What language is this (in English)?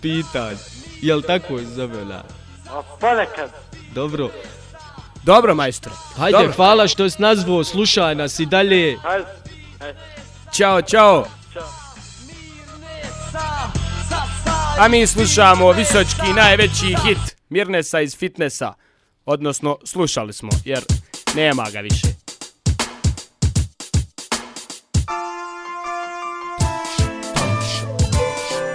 Bosnian